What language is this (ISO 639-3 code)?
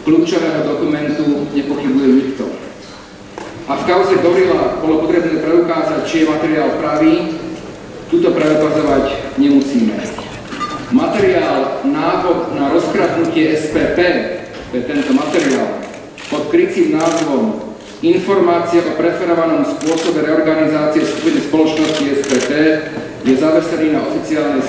slk